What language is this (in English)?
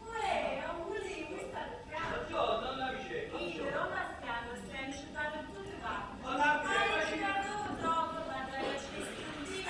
Neapolitan